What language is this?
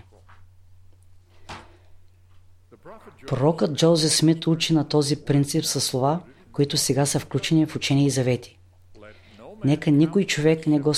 Bulgarian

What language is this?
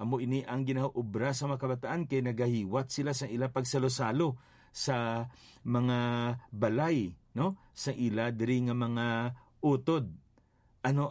Hiligaynon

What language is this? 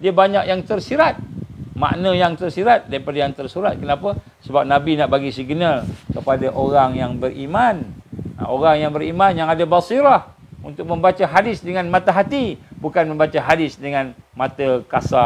Malay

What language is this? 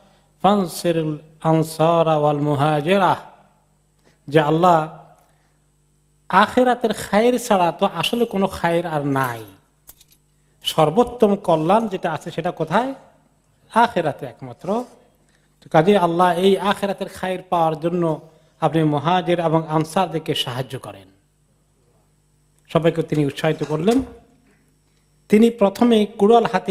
Bangla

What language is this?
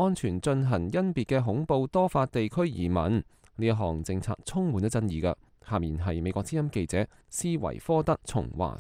Cantonese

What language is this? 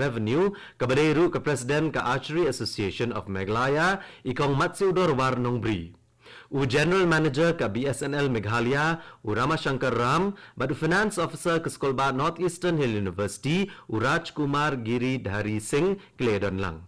Khasi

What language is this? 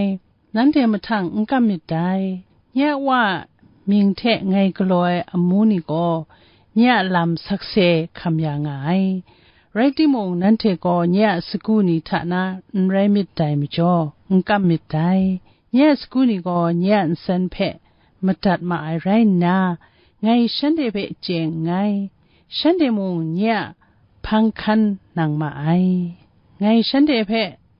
Kachin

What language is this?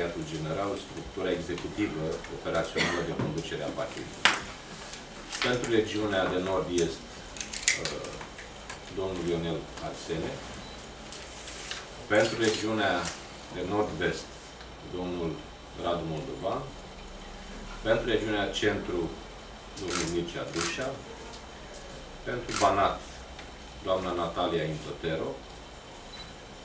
Romanian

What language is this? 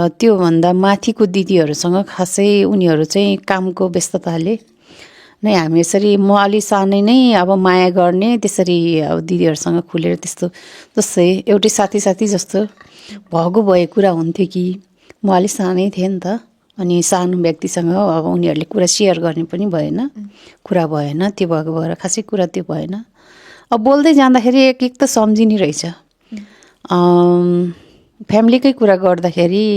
Nepali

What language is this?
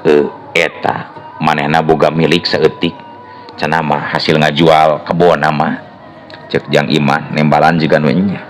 Sundanese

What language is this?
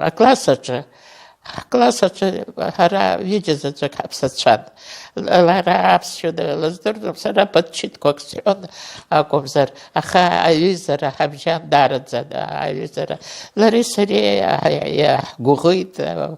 Abkhazian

